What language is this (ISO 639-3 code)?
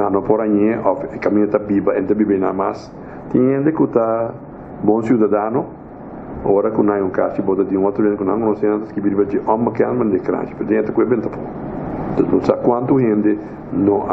pap